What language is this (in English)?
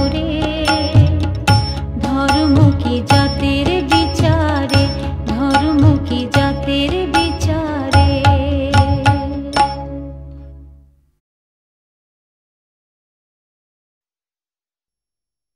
Bangla